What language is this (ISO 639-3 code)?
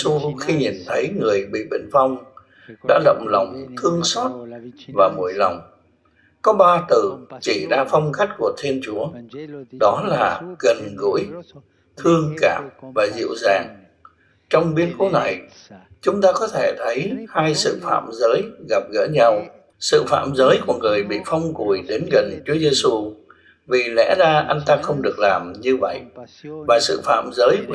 vie